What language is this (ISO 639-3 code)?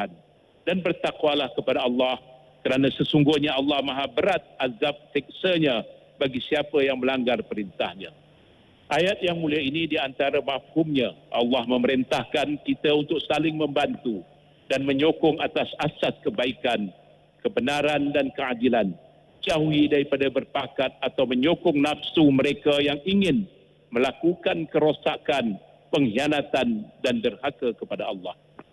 msa